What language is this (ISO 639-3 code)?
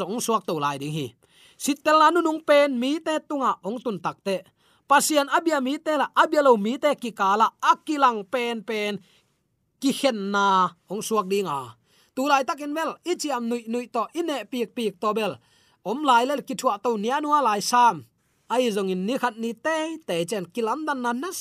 ctd